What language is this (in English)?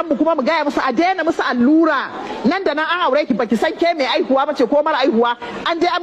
Hausa